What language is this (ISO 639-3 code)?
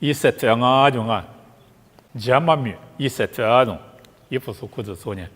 lis